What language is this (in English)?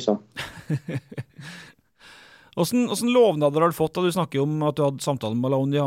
Norwegian